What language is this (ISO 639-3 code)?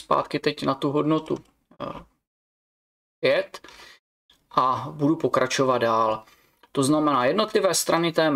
ces